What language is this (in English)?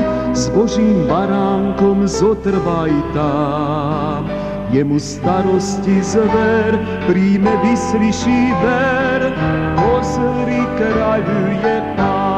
Slovak